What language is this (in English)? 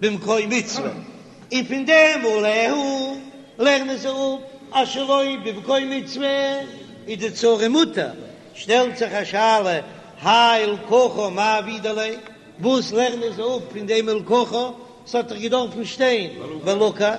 Yiddish